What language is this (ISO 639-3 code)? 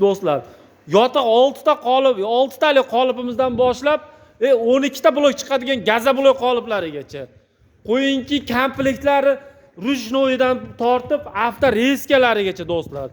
uzb